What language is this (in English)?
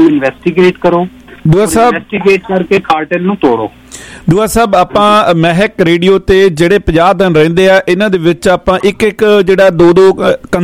Punjabi